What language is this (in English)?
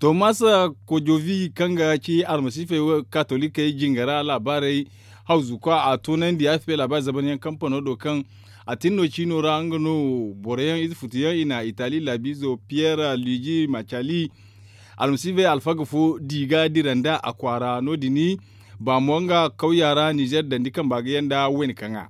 Zarma